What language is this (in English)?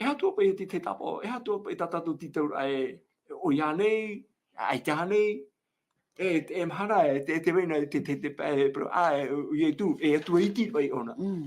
Tahitian